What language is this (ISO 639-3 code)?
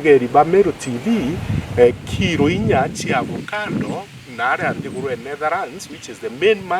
mer